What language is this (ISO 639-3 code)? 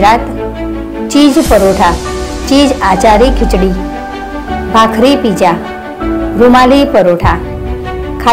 guj